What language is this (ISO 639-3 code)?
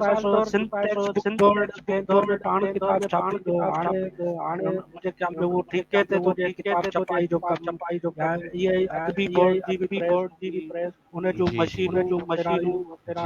snd